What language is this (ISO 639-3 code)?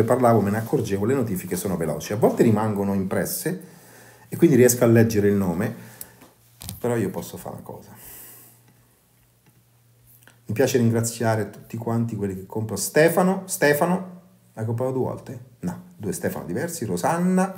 ita